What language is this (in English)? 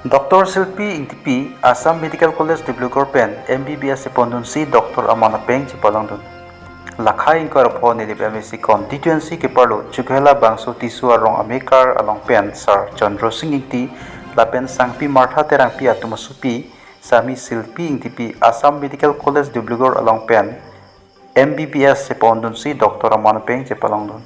Karbi